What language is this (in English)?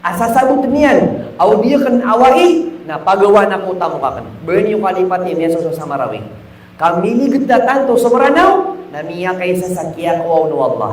Maranao